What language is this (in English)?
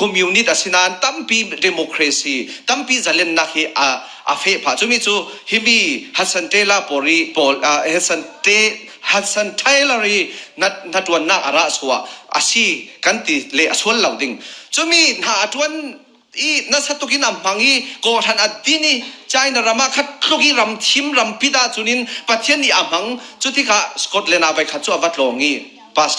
Falam Chin